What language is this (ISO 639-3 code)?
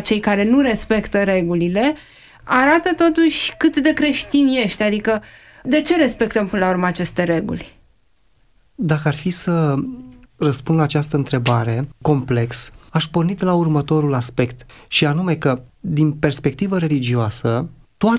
ron